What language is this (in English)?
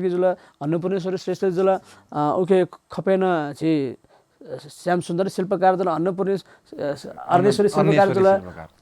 Newari